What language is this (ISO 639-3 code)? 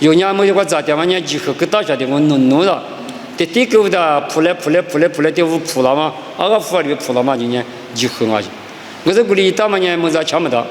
lis